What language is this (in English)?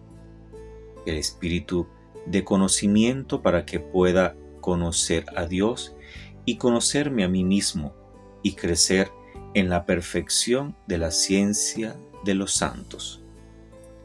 Spanish